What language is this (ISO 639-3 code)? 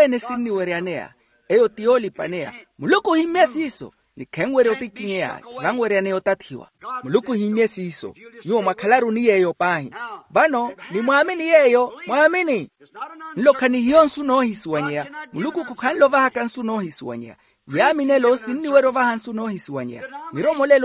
vmw